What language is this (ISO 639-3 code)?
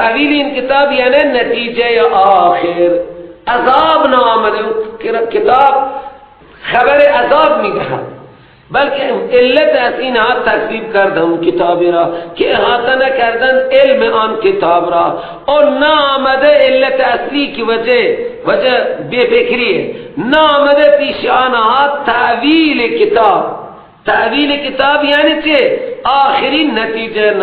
fas